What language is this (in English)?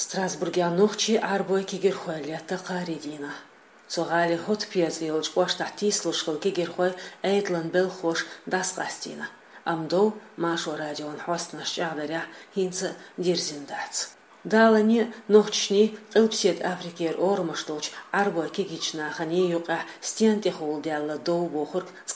Chechen